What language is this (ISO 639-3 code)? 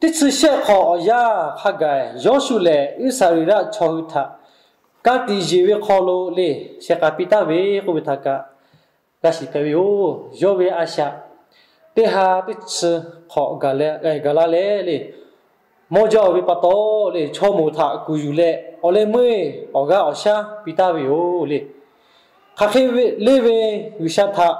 lhu